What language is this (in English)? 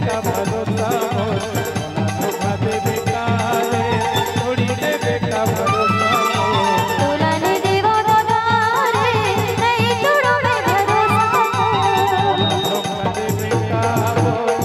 Chhattisgarhi